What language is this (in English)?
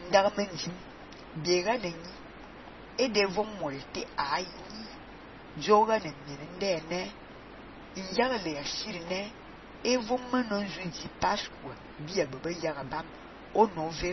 Fang